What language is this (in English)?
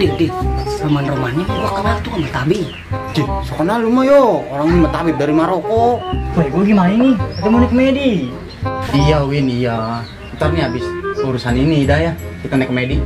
Betawi